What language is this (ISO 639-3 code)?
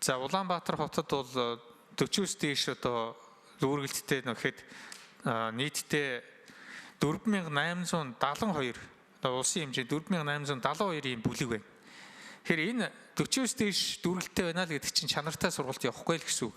mon